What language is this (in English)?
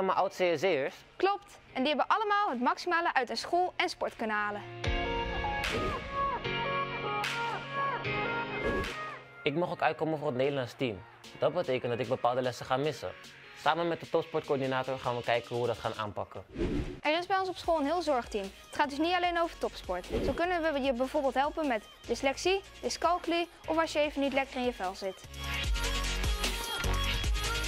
Dutch